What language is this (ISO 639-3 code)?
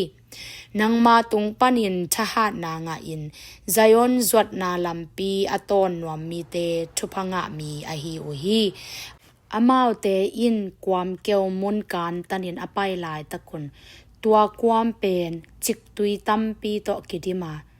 ctd